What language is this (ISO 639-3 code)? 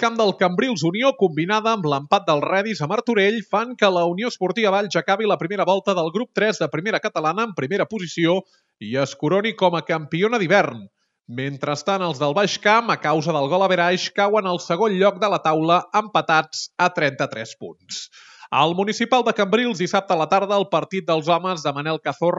cat